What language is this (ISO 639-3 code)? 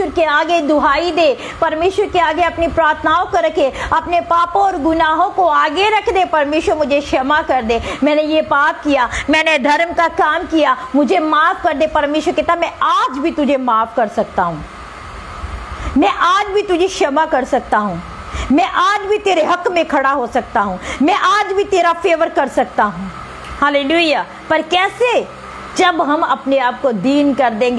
hin